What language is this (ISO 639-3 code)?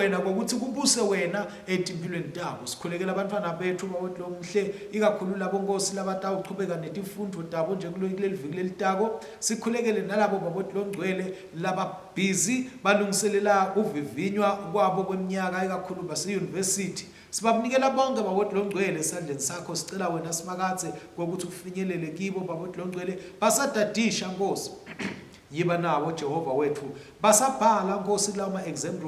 ssw